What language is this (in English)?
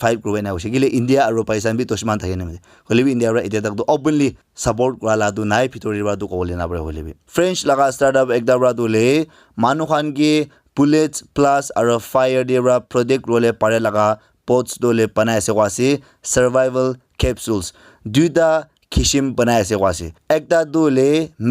Naga Pidgin